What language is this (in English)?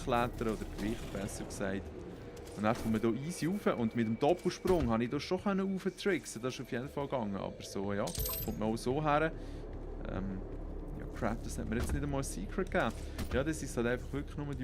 Swiss German